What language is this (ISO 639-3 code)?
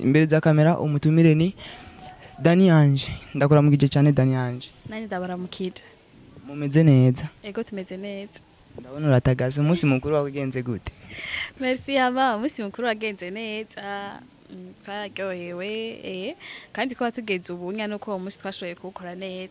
run